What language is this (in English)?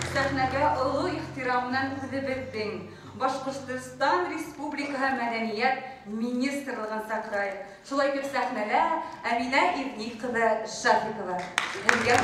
Bashkir